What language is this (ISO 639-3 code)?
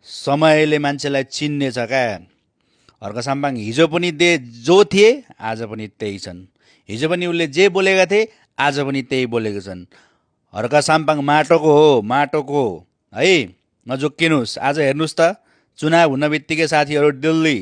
nep